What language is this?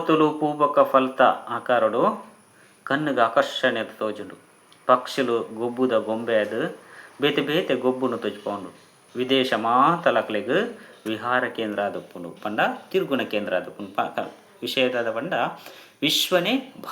Tulu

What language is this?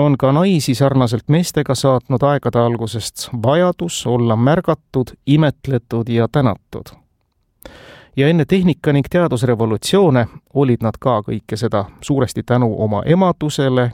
Estonian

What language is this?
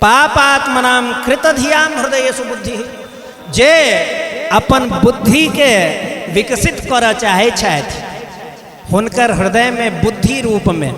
Maithili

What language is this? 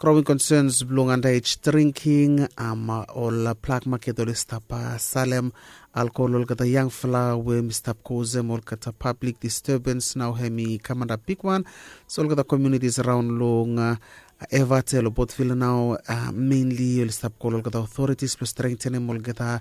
Bislama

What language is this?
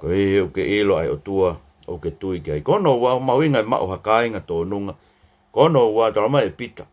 Tongan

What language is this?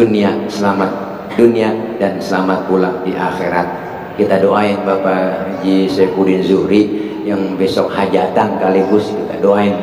Betawi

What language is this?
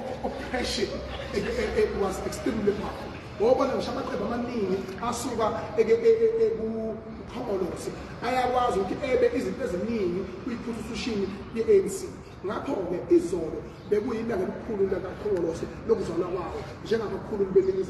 Zulu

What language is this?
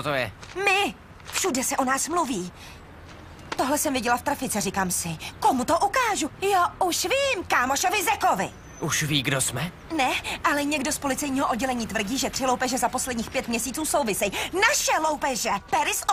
Czech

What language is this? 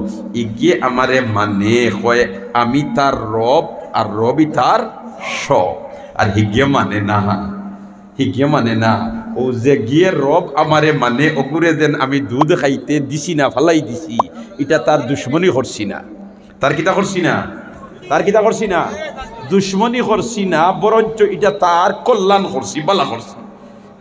Sylheti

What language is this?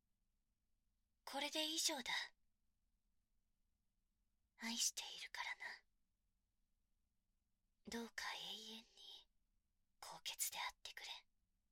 Japanese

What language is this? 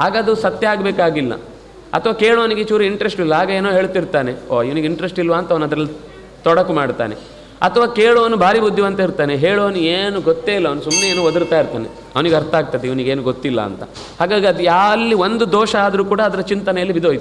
Kannada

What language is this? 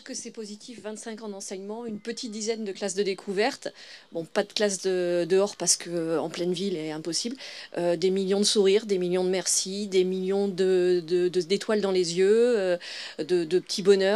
French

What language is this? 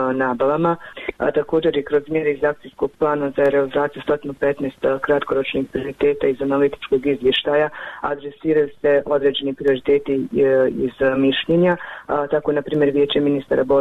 Bosnian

